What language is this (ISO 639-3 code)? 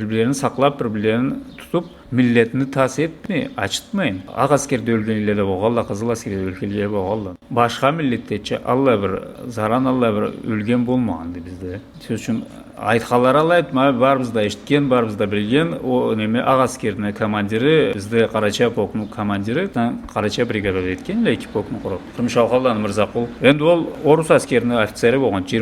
krc